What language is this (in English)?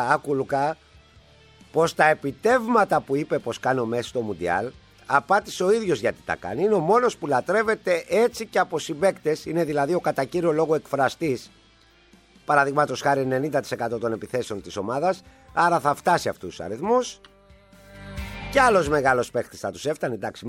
Greek